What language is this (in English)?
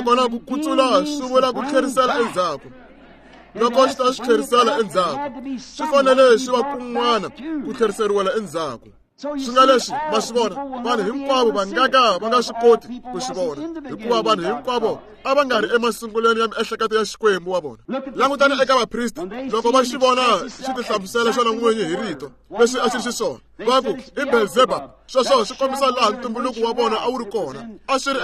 Tsonga